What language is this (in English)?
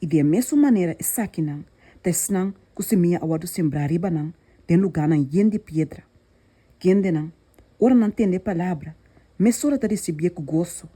Papiamento